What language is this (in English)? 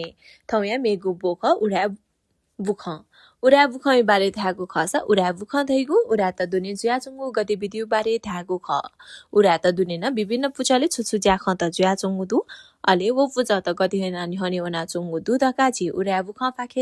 Newari